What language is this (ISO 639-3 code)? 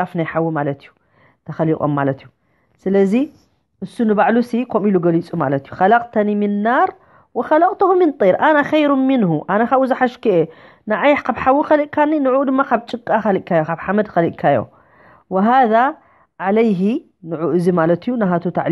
tir